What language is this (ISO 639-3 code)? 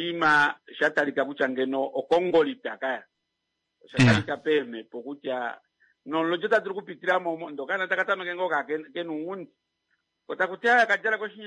kua